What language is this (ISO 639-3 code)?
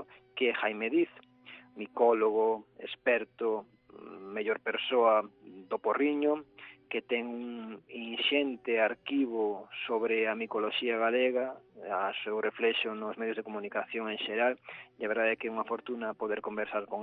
glg